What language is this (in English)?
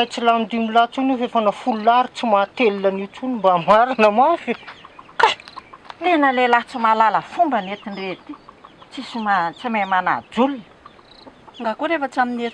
Malagasy